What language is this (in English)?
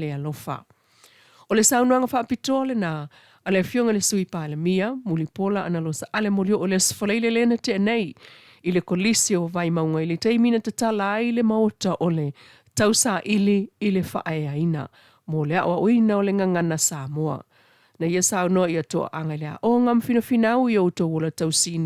Samoan